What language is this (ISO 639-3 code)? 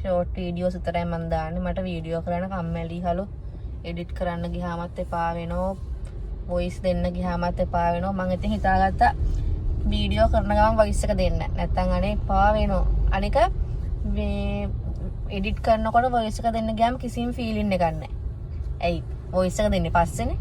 sin